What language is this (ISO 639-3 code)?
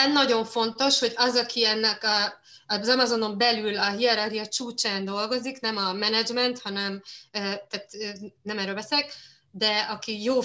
hun